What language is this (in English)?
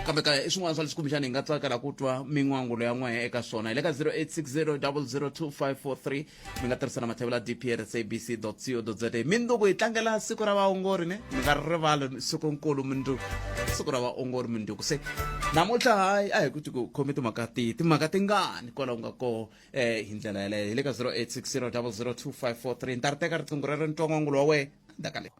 Tsonga